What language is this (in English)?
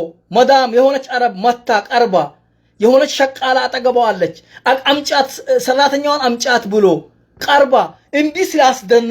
Amharic